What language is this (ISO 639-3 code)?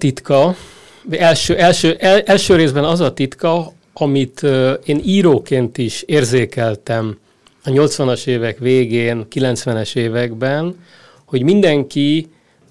hun